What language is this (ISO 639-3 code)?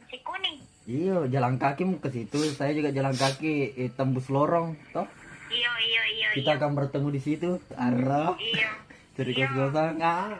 bug